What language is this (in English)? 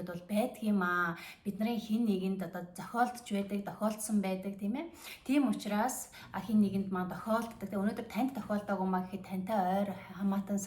Mongolian